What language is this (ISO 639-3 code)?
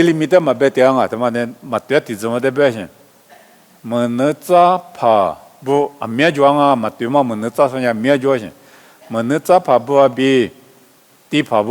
lis